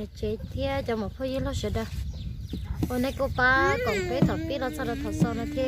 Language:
Hmong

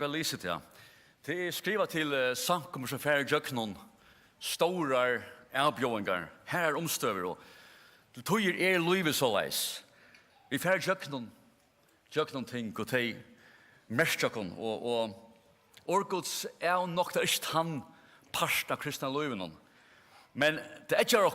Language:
Faroese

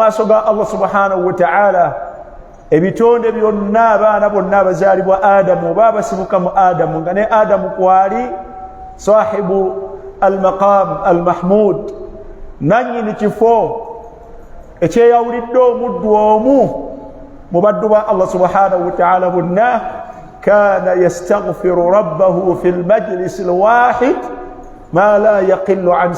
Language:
Ganda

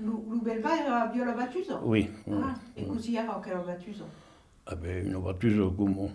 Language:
Occitan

